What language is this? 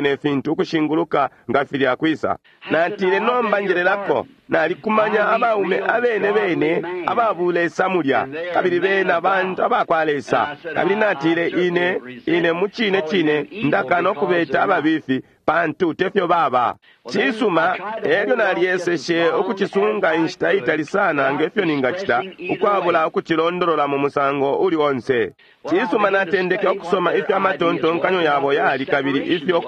Bemba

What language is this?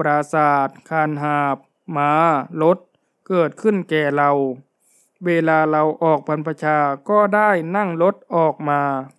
Thai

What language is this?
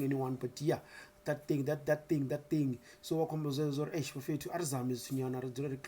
Venda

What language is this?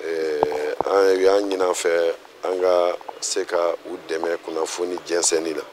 Bambara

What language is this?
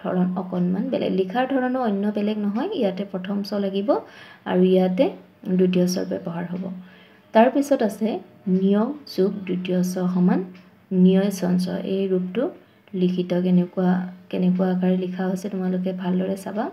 Assamese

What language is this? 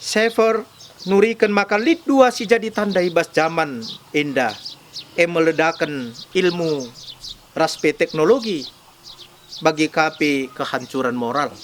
Batak Karo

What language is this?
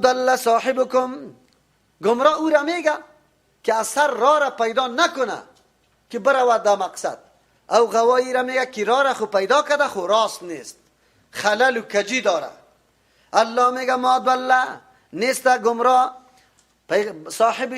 Persian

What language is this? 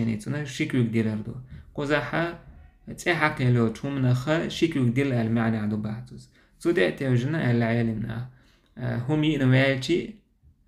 Chechen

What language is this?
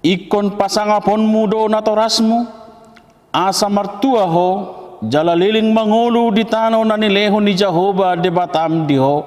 Batak Toba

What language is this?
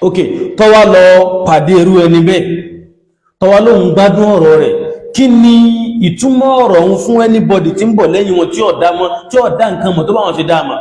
Yoruba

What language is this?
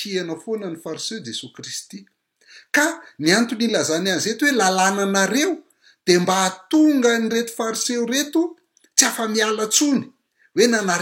Malagasy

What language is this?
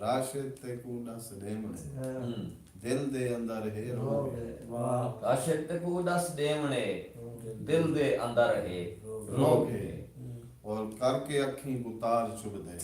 Saraiki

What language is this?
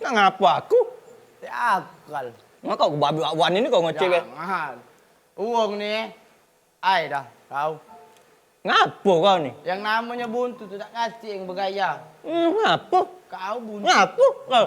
Musi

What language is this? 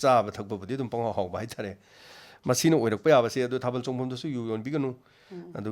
Manipuri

